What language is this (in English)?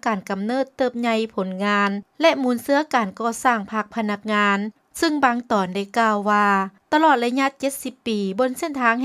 Lao